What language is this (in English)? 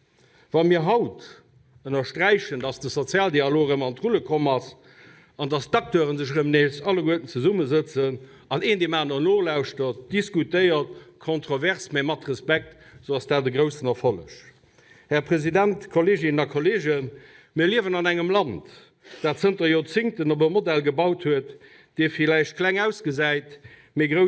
Luxembourgish